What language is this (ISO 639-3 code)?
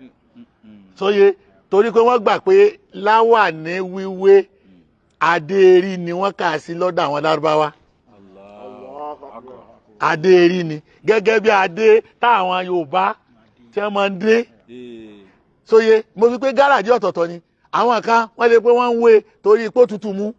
yor